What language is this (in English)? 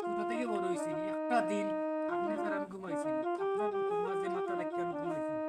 Sylheti